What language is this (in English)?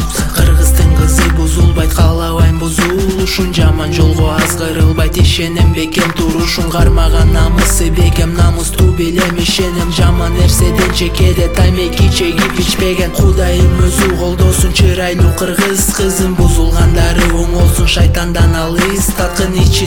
Kyrgyz